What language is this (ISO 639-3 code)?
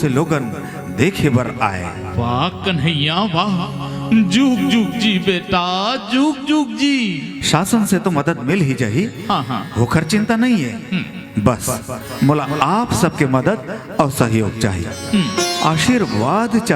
hne